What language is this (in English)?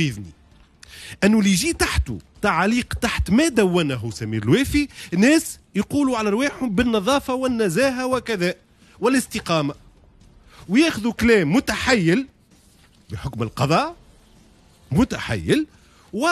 Tunisian Arabic